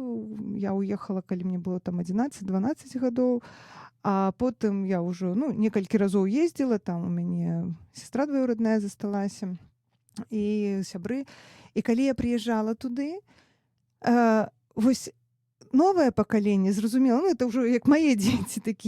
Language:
Belarusian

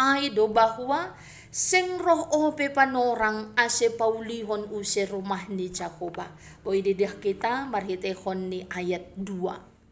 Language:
Batak Simalungun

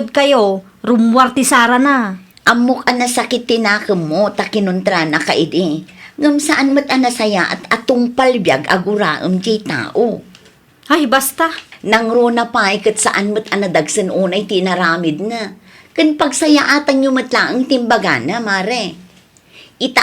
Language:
Iloko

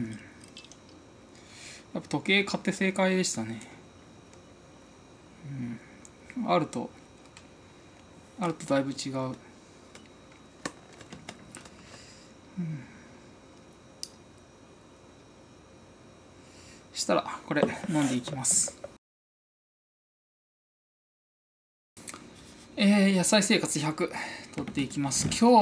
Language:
Japanese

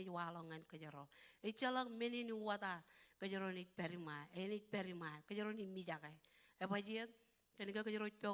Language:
Marshallese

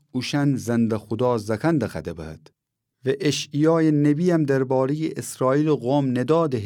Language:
Gilaki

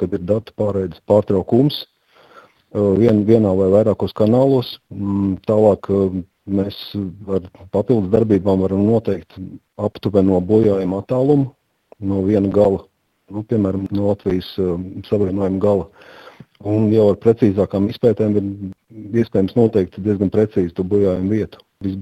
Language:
Latvian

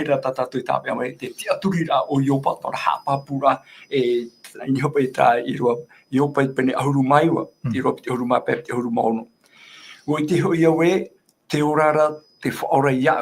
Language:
Tahitian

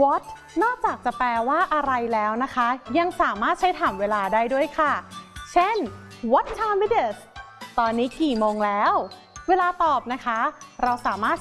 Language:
Thai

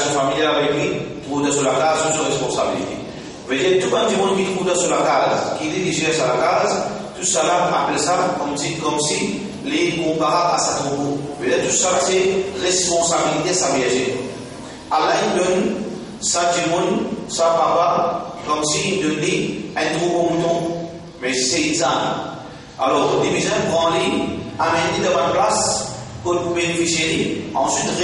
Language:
Morisyen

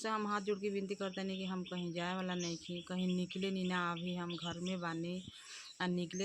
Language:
Bhojpuri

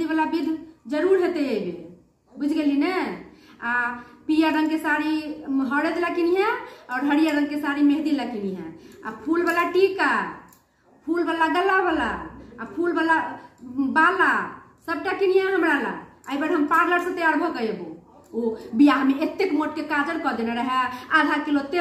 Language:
Maithili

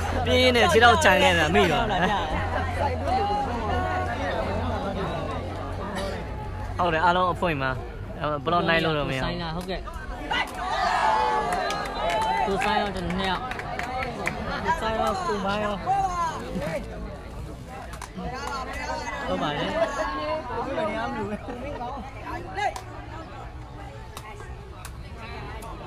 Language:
Burmese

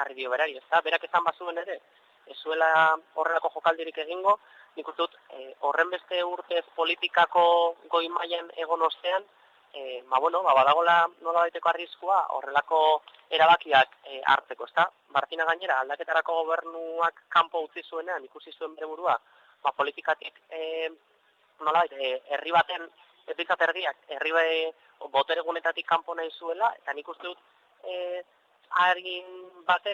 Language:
Basque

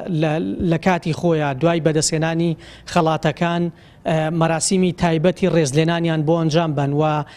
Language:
Central Kurdish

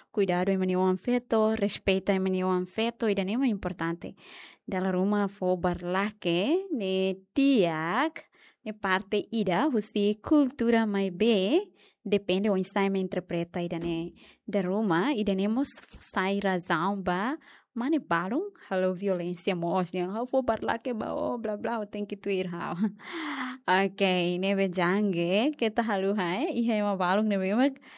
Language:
Tetum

